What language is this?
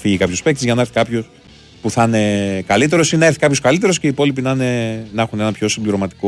Greek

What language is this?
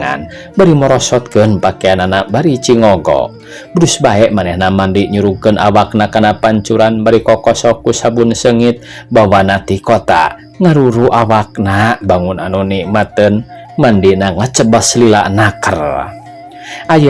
Sundanese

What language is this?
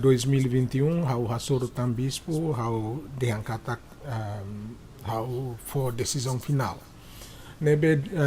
Tetum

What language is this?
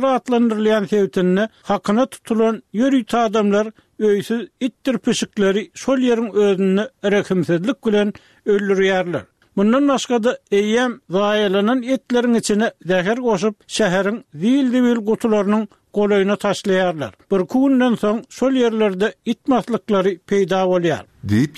Turkmen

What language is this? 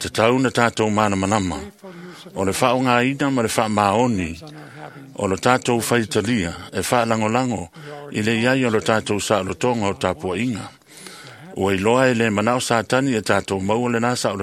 Samoan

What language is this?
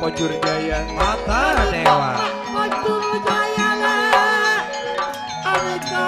Madurese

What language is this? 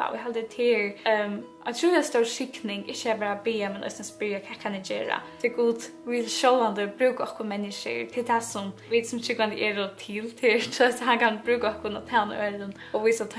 Faroese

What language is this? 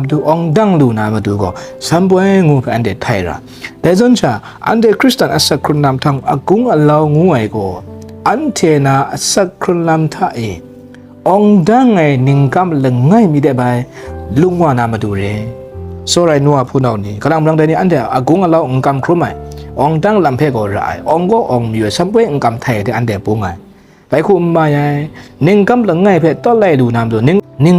Kachin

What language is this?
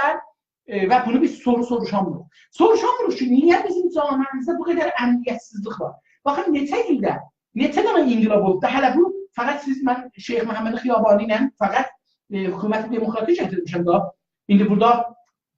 South Azerbaijani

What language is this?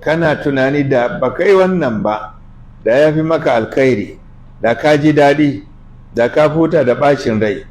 Hausa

